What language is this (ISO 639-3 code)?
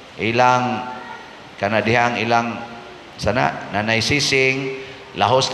ceb